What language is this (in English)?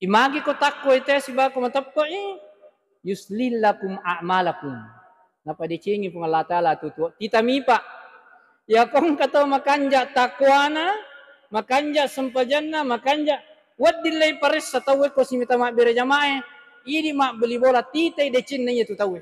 Buginese